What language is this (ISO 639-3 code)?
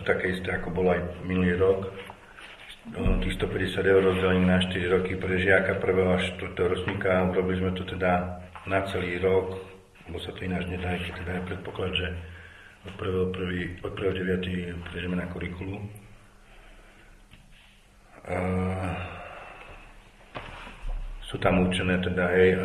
slk